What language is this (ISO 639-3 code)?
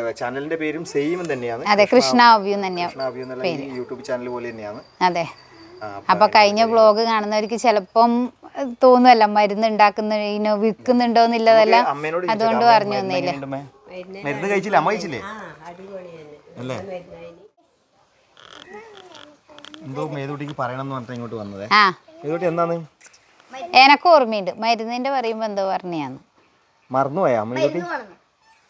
mal